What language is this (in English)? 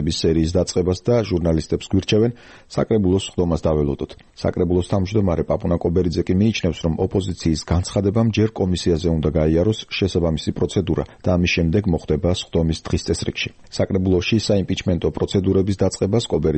Georgian